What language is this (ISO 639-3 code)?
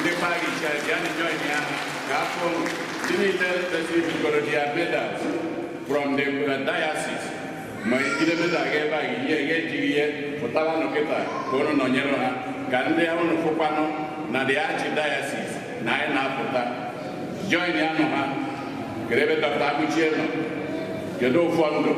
ibo